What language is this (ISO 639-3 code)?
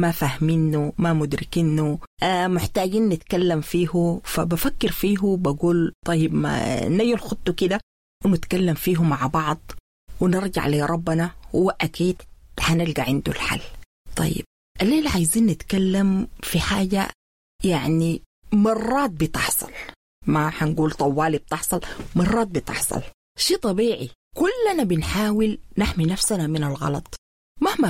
apd